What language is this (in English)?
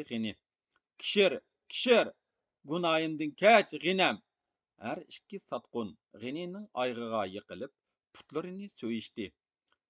Uyghur